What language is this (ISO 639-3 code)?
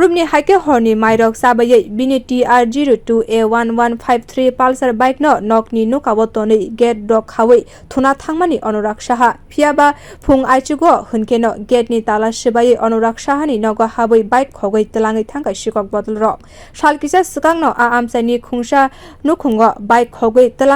trp